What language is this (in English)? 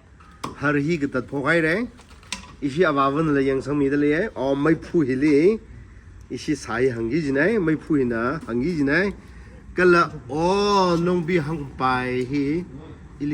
Tangkhul Naga (India)